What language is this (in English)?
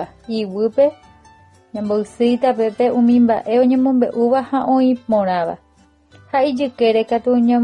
Guarani